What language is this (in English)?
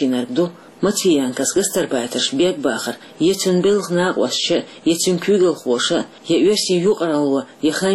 Chechen